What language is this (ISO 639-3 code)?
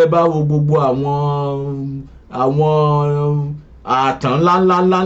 yor